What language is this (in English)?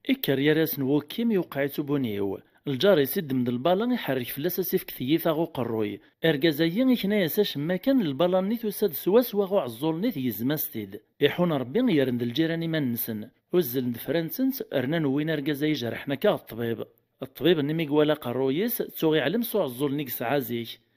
Kabyle